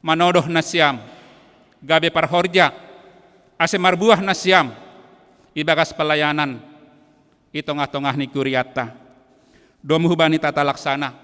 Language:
Batak Simalungun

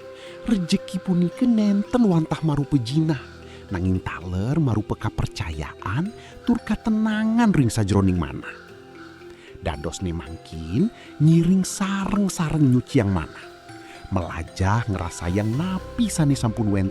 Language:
Balinese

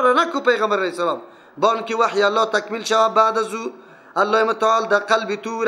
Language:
Persian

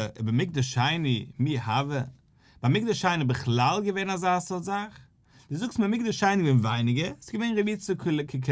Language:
Yiddish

